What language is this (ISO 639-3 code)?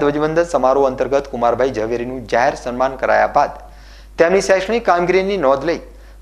guj